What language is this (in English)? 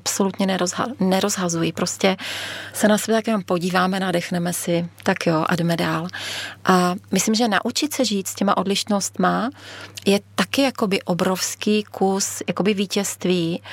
Czech